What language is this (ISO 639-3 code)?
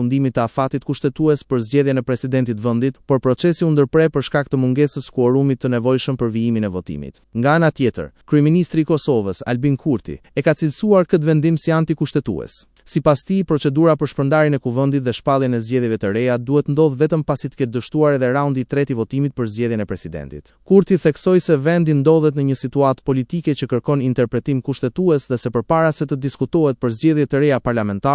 sqi